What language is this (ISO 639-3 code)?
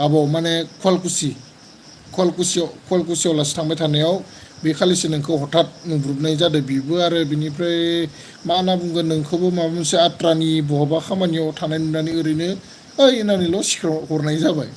brx